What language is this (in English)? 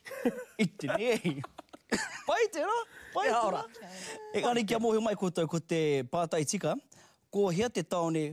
Māori